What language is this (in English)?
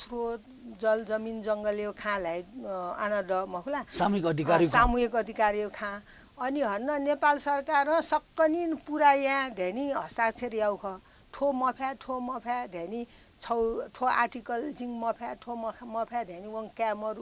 Newari